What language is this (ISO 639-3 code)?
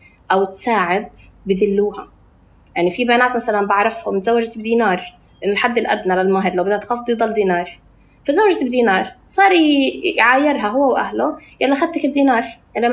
apc